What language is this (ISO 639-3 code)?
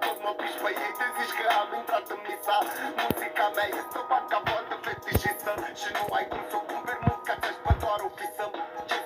ron